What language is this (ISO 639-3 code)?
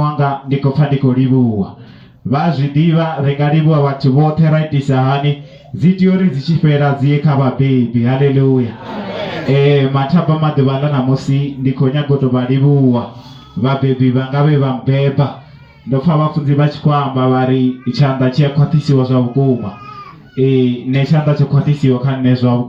ven